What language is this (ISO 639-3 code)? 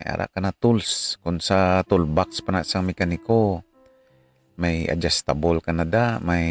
hil